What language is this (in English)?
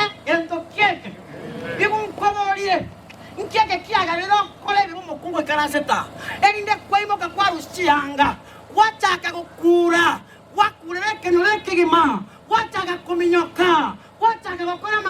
Gusii